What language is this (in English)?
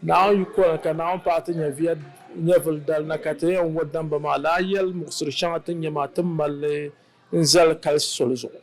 Dagbani